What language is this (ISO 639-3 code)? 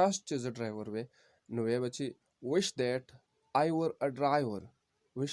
pus